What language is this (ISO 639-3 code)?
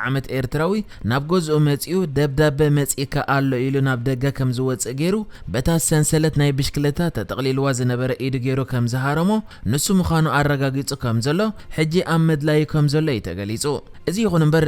tir